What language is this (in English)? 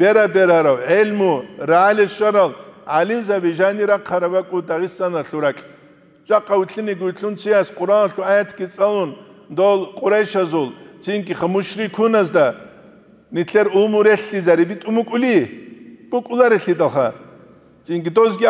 Avaric